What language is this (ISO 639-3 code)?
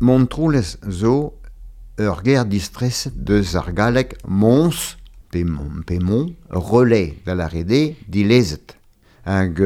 bre